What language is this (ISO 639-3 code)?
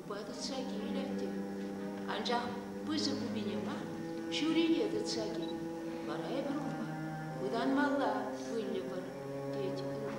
chv